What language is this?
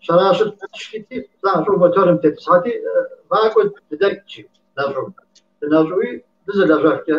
Kabardian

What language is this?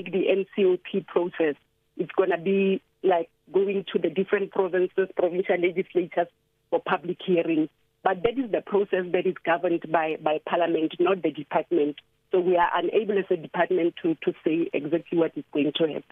English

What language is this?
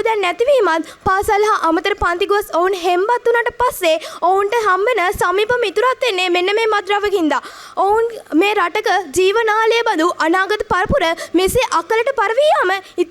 Sinhala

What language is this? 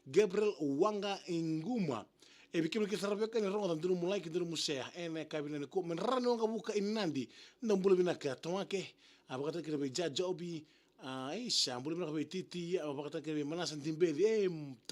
Fijian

